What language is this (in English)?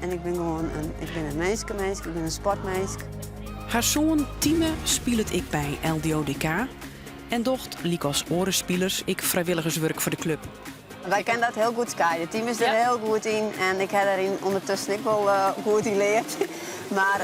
Western Frisian